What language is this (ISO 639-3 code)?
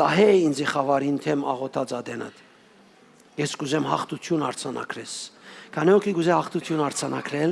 hyw